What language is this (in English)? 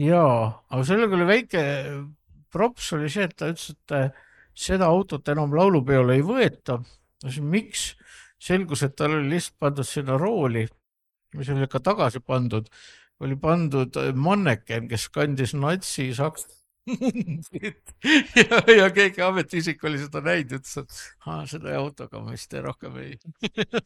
Estonian